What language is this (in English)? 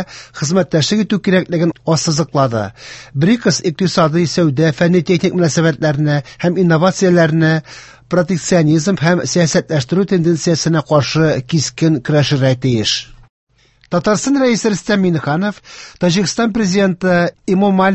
Tatar